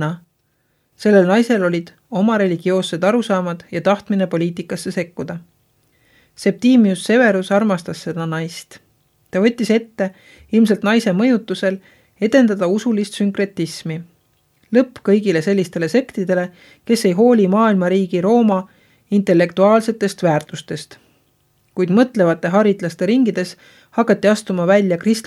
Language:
Estonian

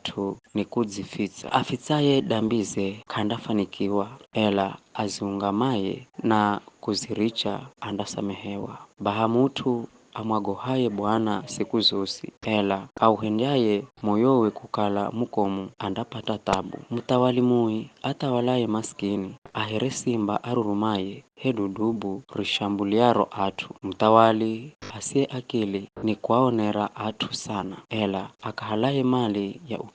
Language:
Giryama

